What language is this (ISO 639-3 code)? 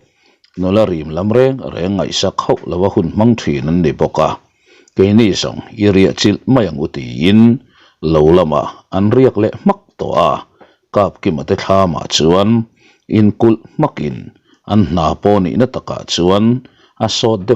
lus